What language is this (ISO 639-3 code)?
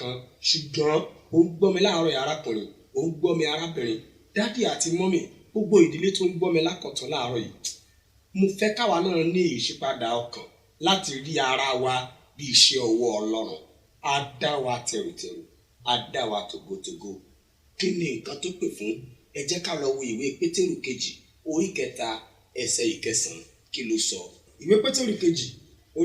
yor